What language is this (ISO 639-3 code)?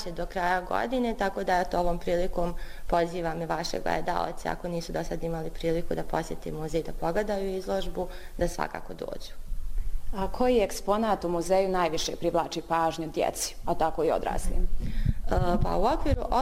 bos